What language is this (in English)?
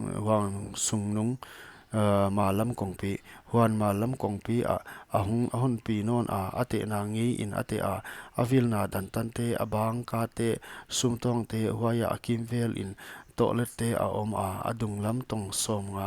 Paite Chin